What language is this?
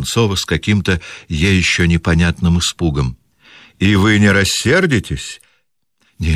Russian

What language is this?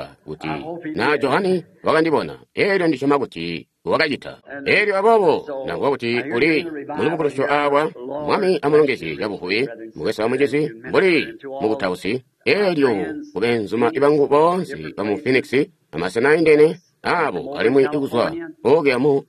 Tonga (Zambia)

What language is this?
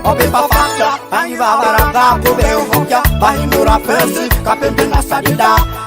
Nyoro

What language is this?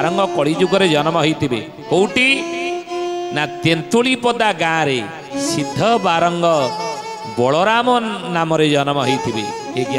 Odia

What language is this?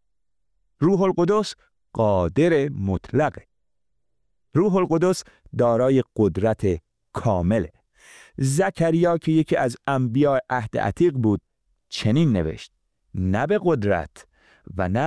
Persian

